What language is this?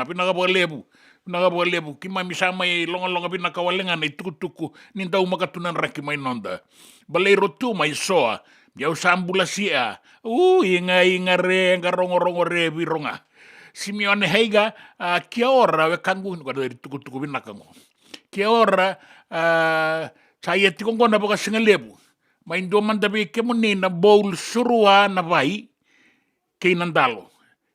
Fijian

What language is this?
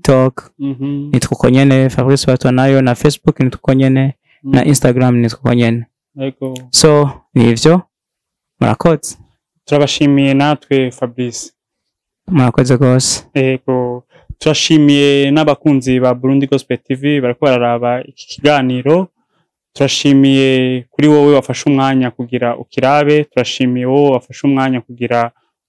Rundi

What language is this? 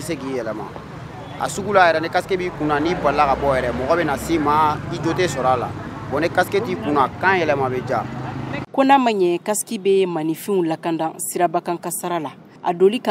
Bambara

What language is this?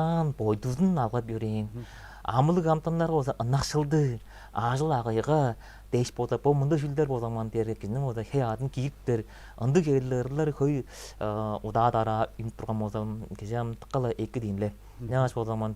Tuvinian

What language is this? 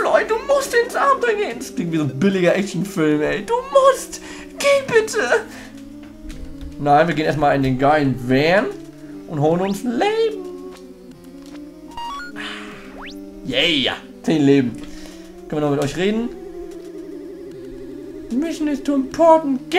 German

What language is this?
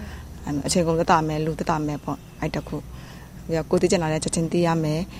Burmese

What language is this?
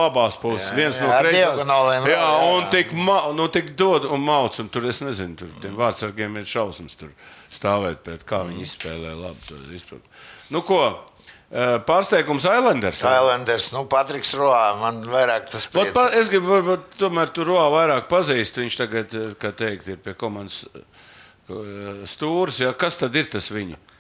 Latvian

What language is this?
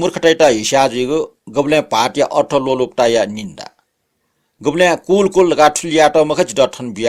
Newari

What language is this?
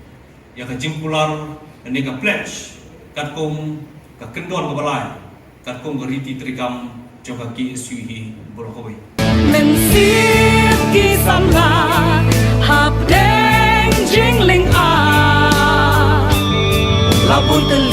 Khasi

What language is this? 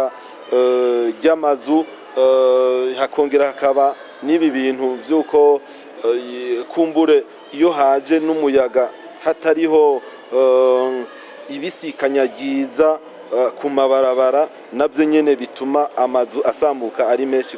Rundi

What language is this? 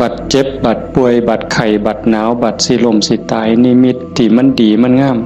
Northeastern Thai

